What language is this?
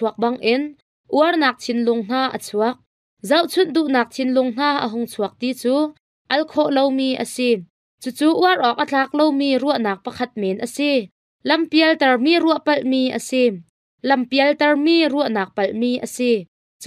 Hakha Chin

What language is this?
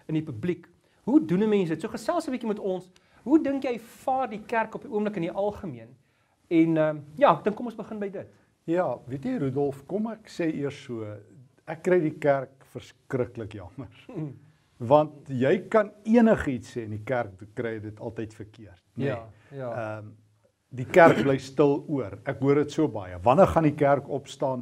Afrikaans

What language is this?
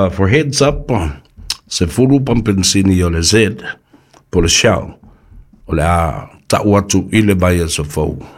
Samoan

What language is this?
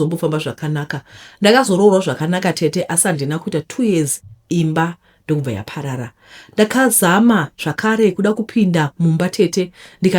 Shona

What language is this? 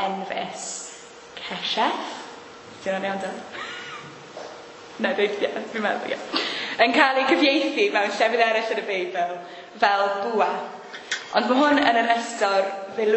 Welsh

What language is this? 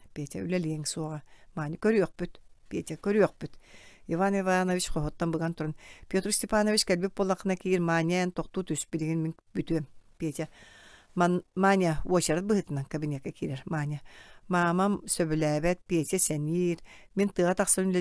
Yakut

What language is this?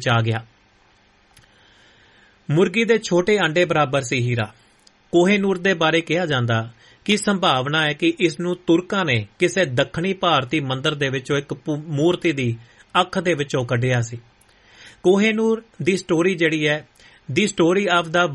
Punjabi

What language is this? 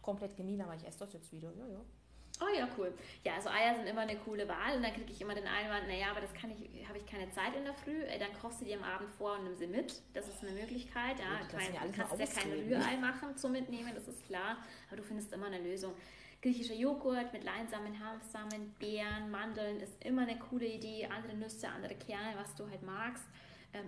German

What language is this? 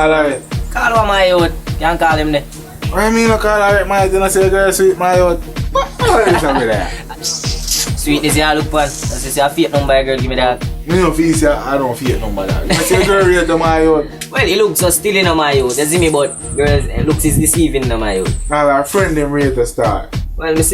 Jamaican Creole English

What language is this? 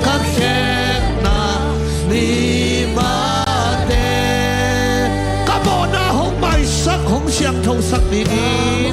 Tedim Chin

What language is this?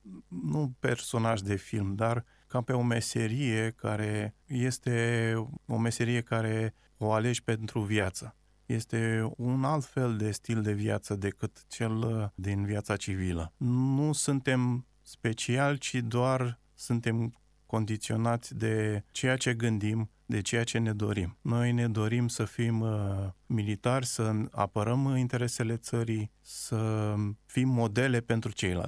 Romanian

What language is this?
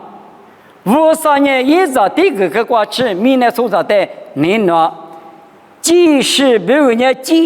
Lisu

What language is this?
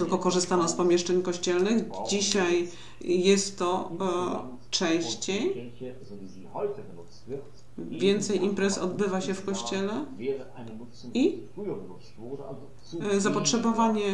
Polish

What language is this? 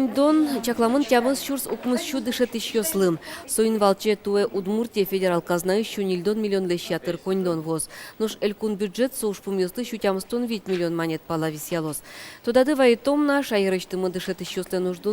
Udmurt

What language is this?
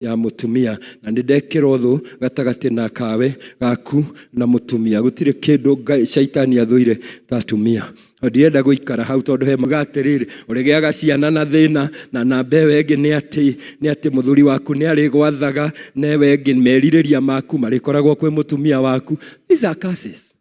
Kikuyu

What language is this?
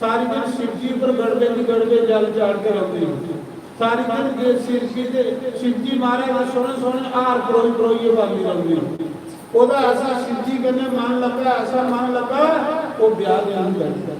Dogri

